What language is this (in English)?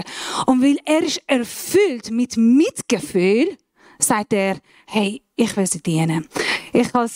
Swiss German